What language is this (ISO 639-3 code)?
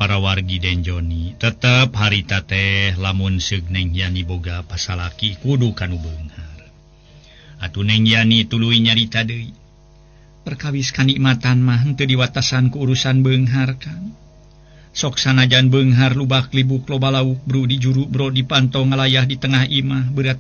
sun